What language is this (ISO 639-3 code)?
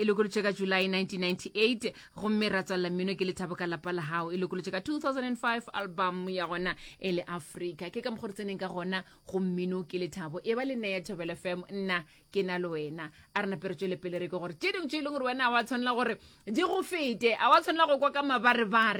nso